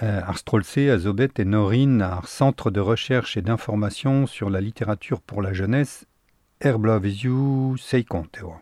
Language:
Breton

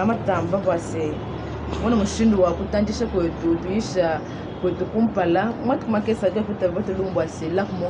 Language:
Luba-Lulua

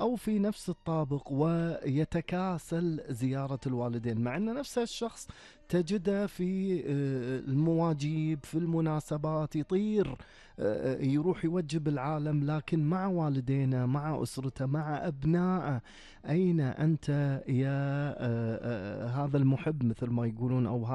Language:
Gulf Arabic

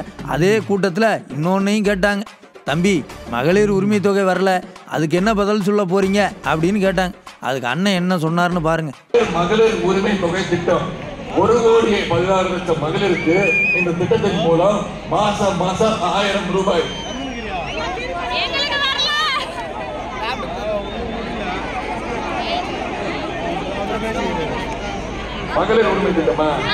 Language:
Tamil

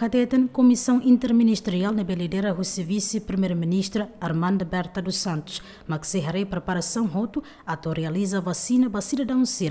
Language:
Tetum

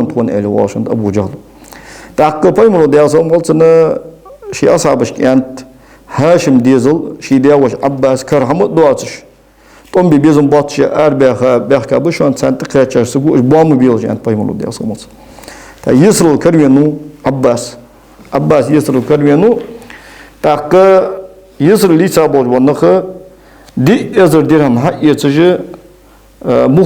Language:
Ingush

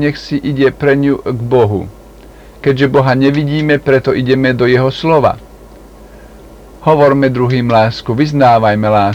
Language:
Slovak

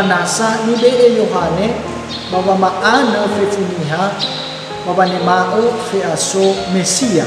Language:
Nias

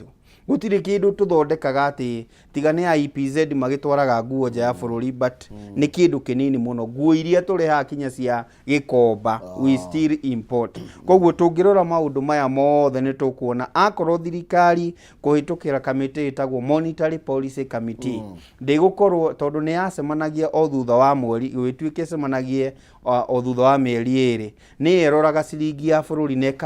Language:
Kikuyu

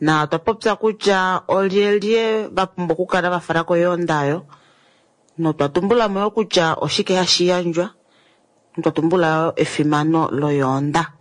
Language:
Kuanyama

